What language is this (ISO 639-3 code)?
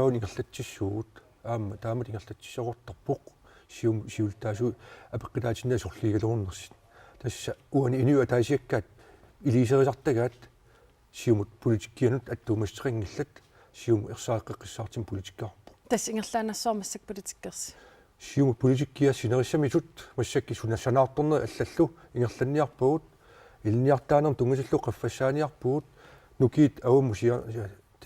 kal